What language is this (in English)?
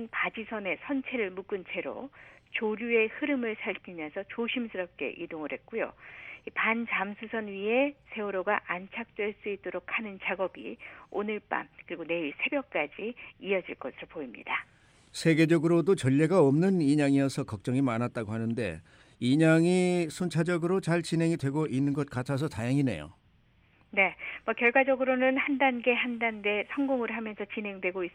Korean